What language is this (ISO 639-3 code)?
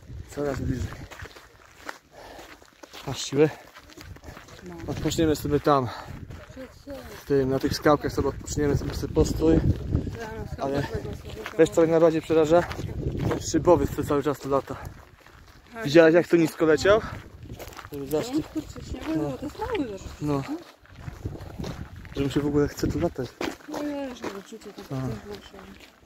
pol